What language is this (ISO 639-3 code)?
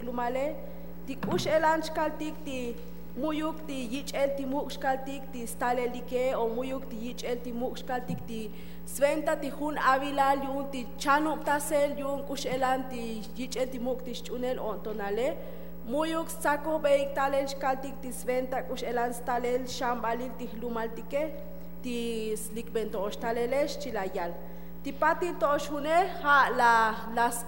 tzo